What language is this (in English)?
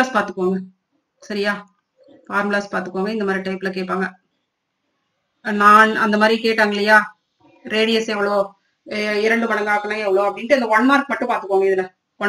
Tamil